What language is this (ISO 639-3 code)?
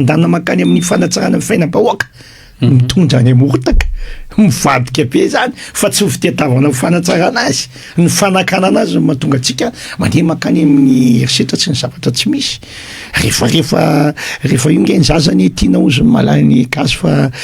mlg